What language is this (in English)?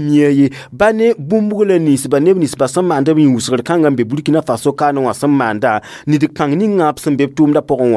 Mossi